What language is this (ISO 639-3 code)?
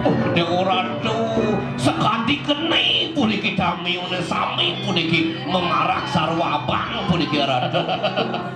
ban